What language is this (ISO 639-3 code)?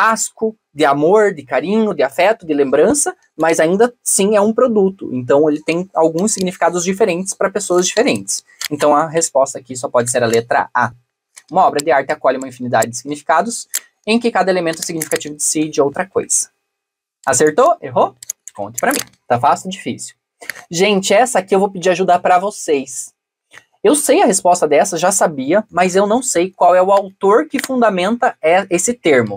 por